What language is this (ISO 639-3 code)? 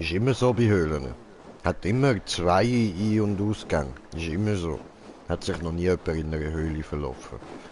gsw